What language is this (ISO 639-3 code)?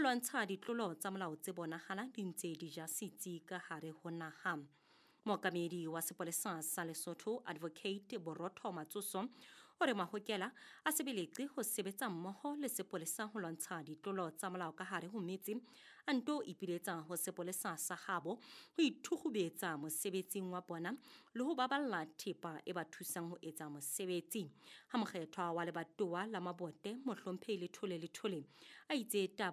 sot